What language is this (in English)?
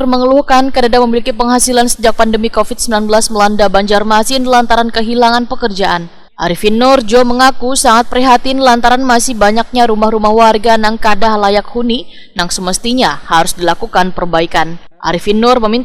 Banjar